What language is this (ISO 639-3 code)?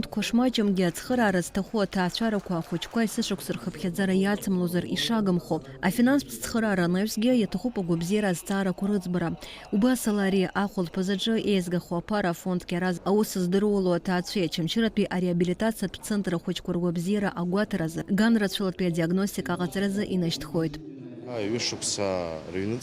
abk